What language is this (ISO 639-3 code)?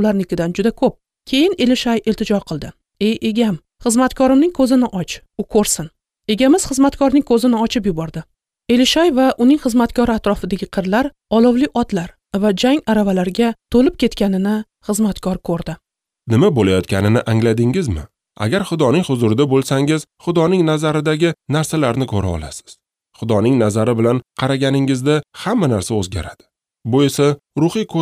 uzb